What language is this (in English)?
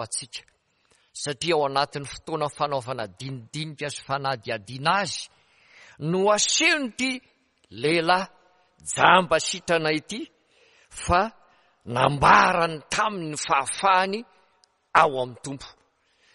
Malagasy